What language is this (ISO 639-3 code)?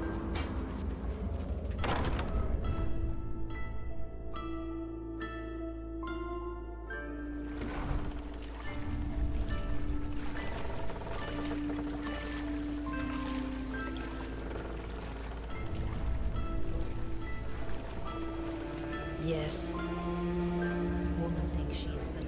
eng